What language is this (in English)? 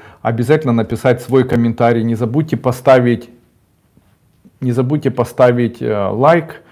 Russian